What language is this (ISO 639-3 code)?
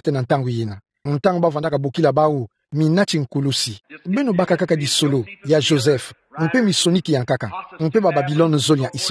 ktu